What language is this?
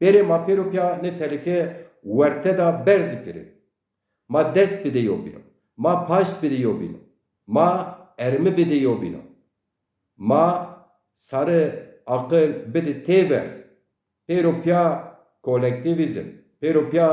Zaza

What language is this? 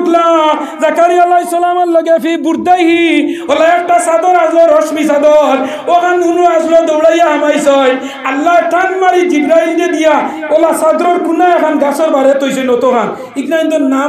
Sylheti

